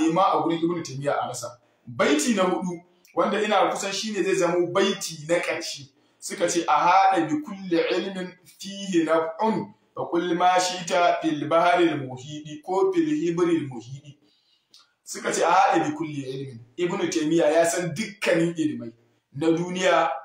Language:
Hausa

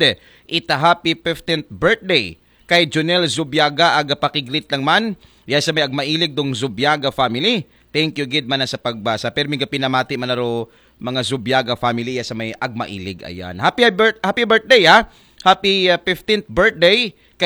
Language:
Aklanon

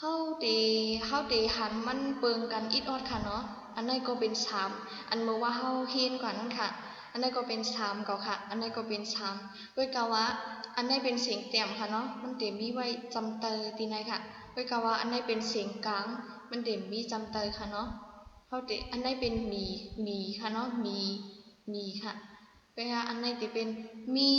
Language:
Shan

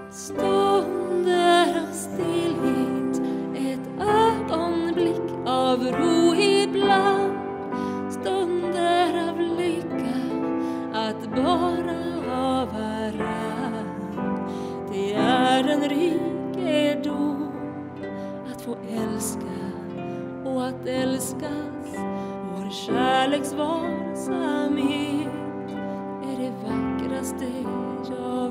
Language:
Swedish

